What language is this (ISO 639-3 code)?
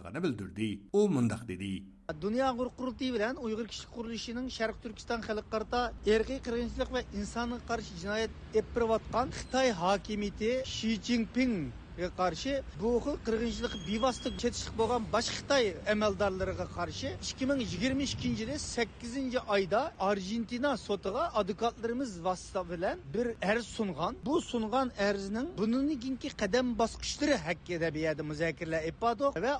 uig